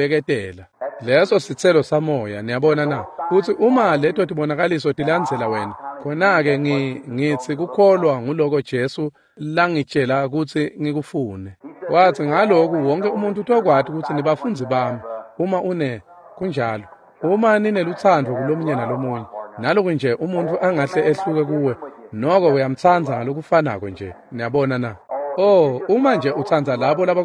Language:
Swati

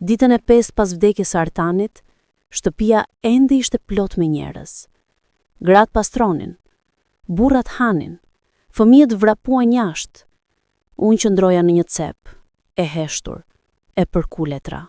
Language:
Albanian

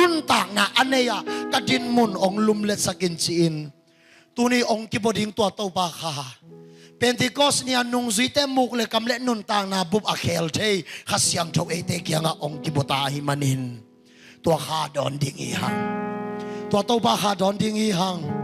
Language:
Tedim Chin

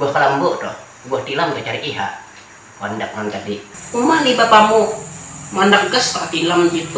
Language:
Banjar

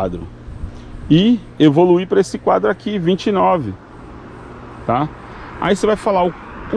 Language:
Portuguese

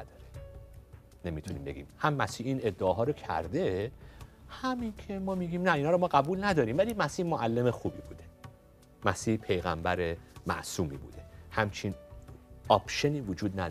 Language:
Persian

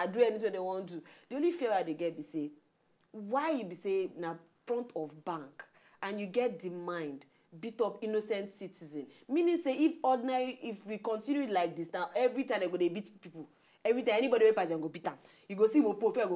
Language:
Nigerian Pidgin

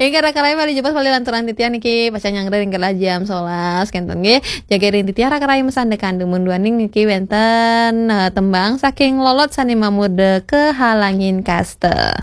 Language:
Balinese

